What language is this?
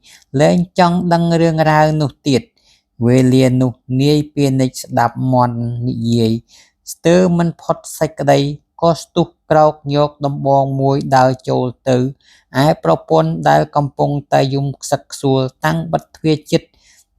Khmer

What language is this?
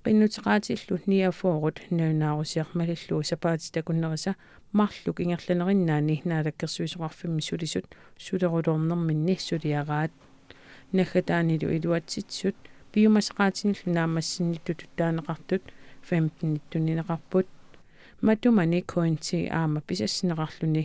Kalaallisut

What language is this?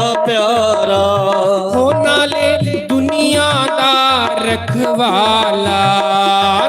Dogri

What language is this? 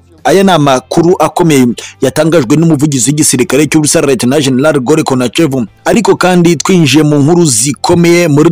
Kinyarwanda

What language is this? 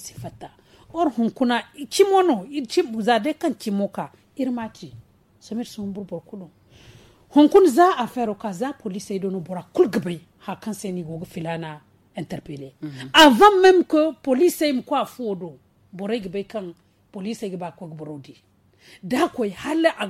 Zarma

